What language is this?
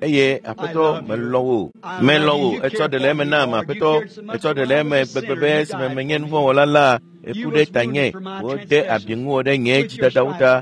Ewe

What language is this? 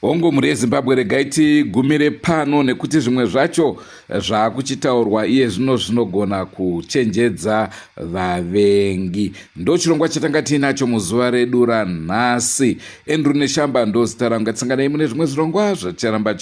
Shona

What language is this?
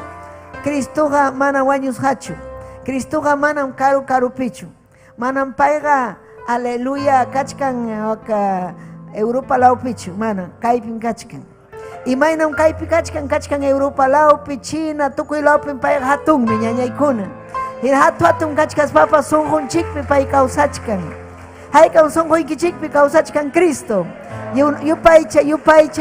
Ayacucho Quechua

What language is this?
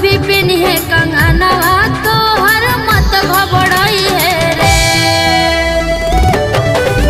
Bhojpuri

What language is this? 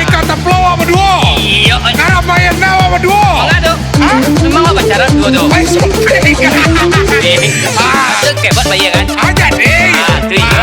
Minangkabau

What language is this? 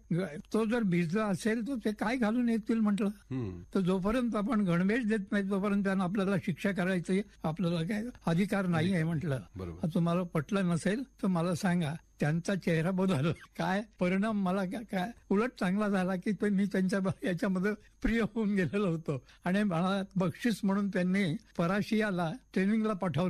Marathi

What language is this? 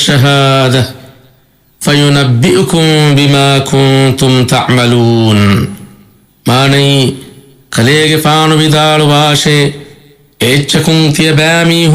Divehi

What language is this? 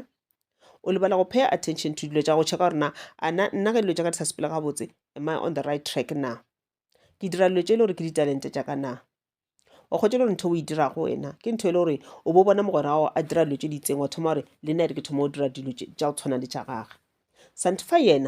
Northern Sotho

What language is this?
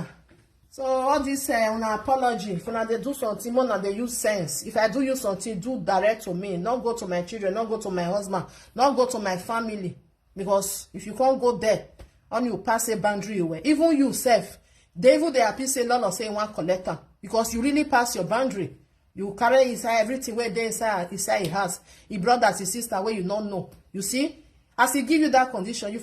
Nigerian Pidgin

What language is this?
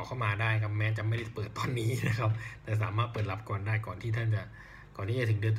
Thai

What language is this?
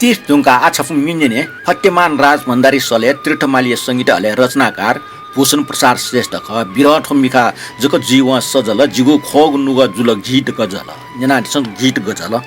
Newari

